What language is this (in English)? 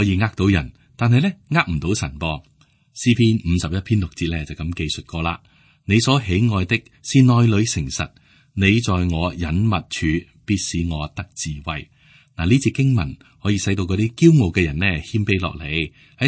Cantonese